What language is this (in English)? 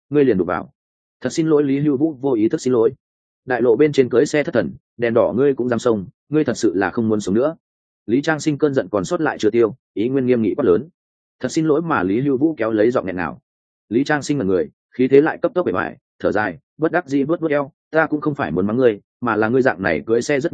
Vietnamese